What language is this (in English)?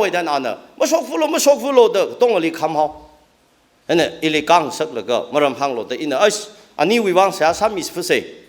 Tangkhul Naga (India)